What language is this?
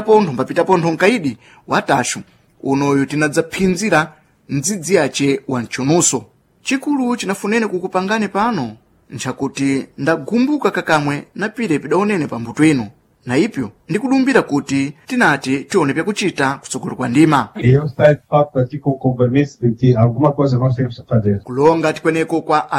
Sena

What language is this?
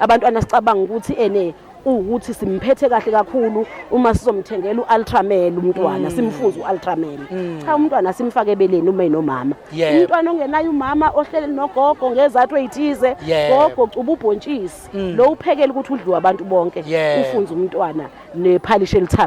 Zulu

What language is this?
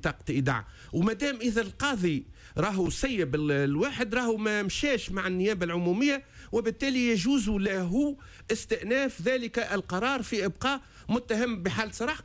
Tunisian Arabic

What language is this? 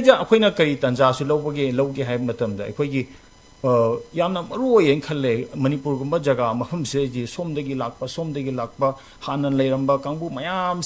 Manipuri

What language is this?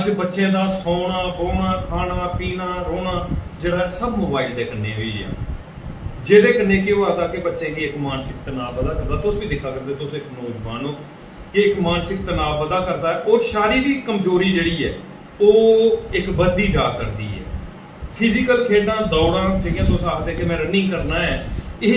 Dogri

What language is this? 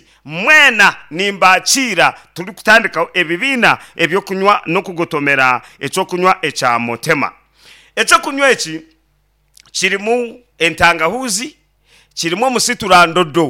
Nyankole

